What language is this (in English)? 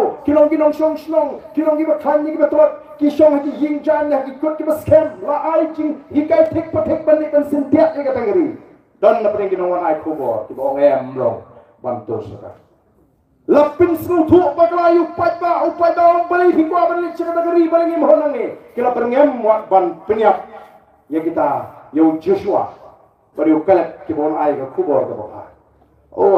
Khasi